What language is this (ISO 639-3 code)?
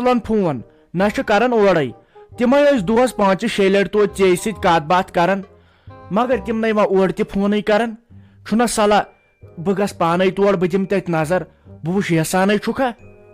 kas